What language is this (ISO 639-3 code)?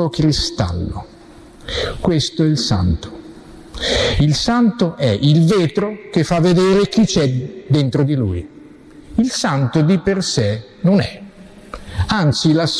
ita